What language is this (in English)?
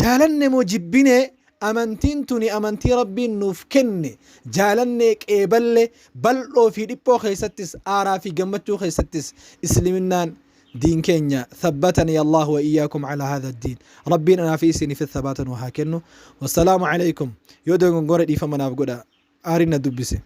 Oromo